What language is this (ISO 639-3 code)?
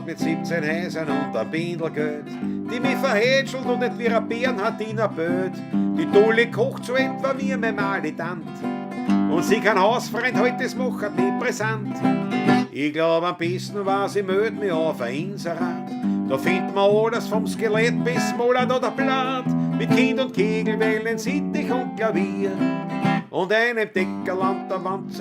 bar